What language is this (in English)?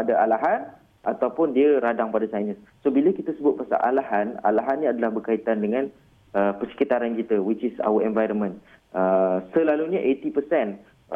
Malay